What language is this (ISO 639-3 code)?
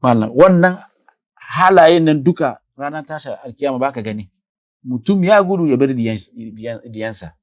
hau